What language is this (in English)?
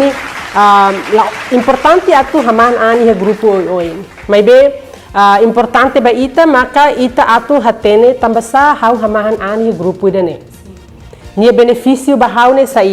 Tetum